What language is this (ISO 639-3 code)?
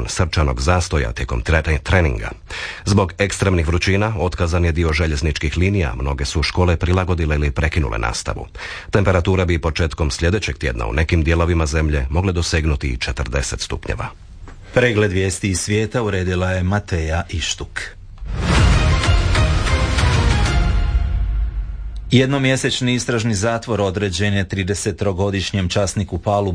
hrv